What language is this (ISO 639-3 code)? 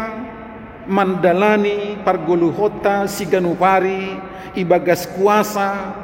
bts